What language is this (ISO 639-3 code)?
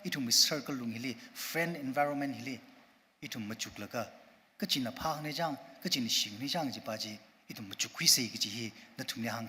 nmf